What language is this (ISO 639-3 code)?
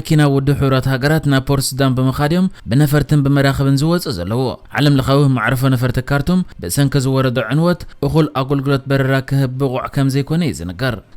tir